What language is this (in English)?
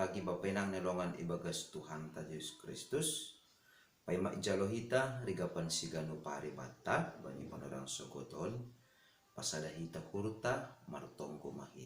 Batak Simalungun